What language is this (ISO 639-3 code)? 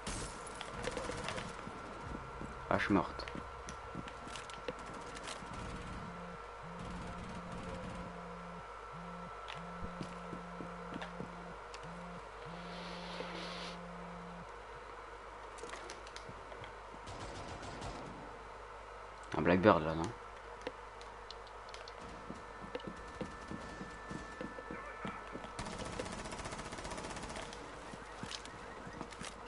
fra